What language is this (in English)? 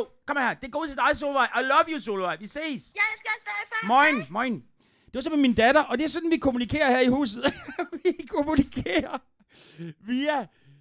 Danish